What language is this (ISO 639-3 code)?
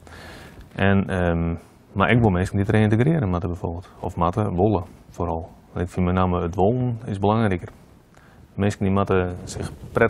fry